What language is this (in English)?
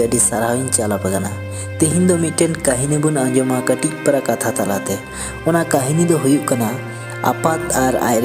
Santali